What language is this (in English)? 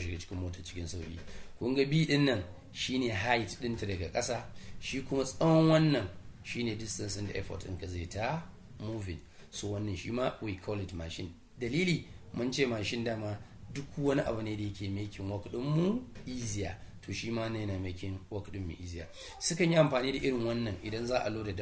Hausa